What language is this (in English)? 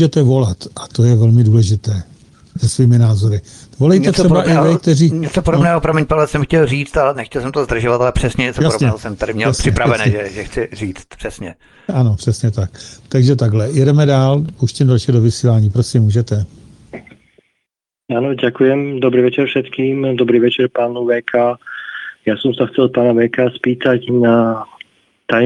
Czech